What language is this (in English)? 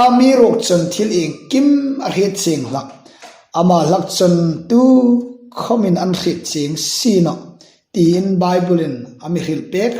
Hmar